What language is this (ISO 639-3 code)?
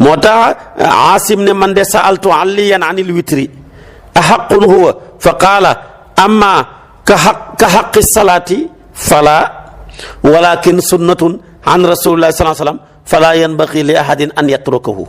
wol